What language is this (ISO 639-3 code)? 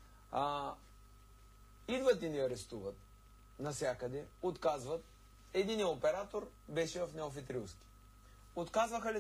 bul